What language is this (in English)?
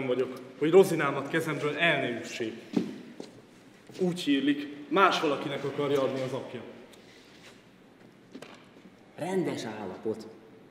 Hungarian